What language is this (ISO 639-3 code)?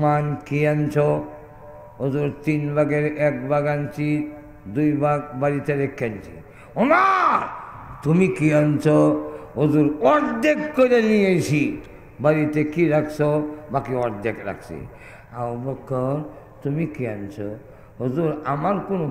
syl